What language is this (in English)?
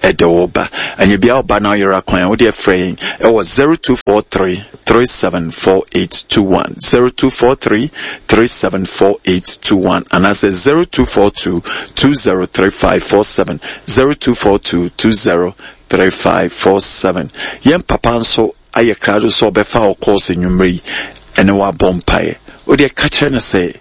Akan